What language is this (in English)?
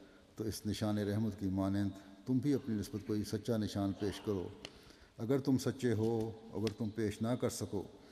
Urdu